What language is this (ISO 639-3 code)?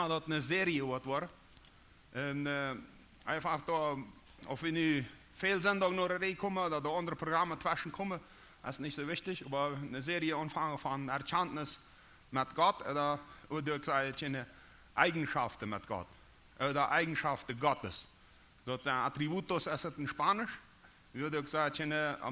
pdt